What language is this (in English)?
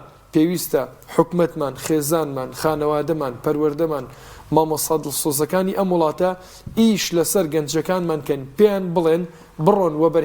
Central Kurdish